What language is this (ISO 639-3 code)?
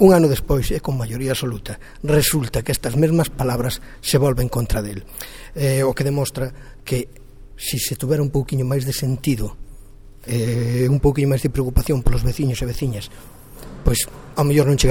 glg